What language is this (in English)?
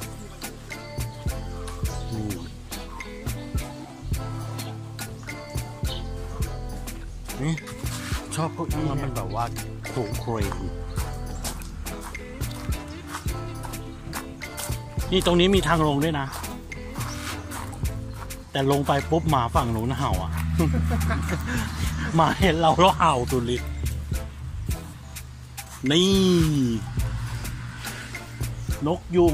Thai